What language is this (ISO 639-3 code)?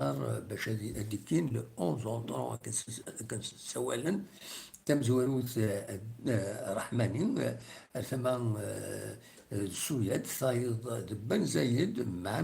kab